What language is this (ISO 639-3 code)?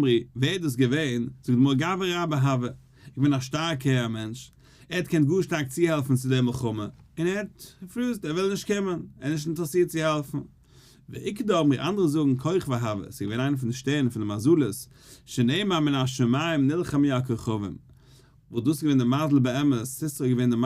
yid